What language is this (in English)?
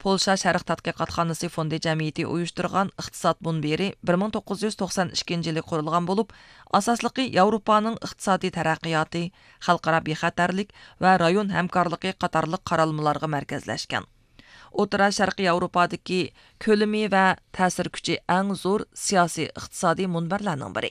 Uyghur